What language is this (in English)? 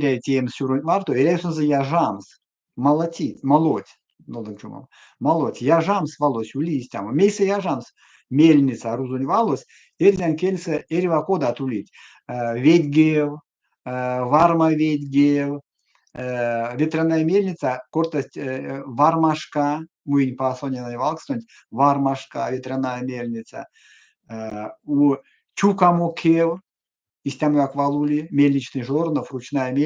Erzya